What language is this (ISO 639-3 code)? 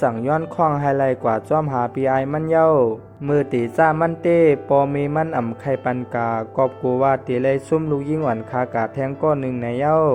shn